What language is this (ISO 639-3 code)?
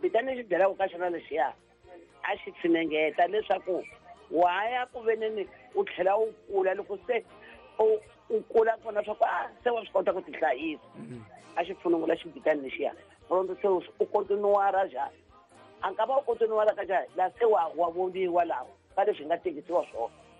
tso